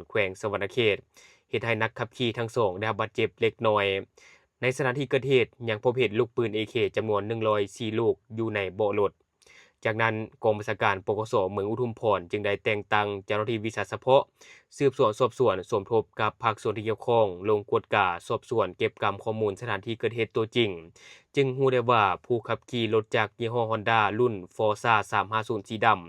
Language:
Lao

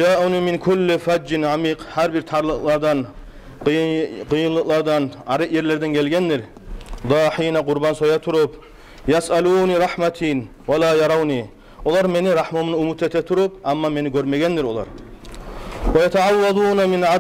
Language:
Kumyk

